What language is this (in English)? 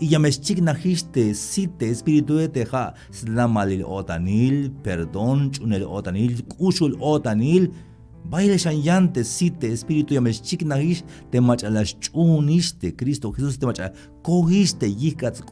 Tzeltal